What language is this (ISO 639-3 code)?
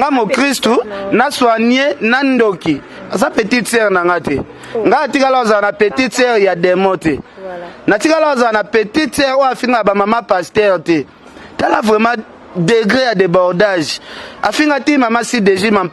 lin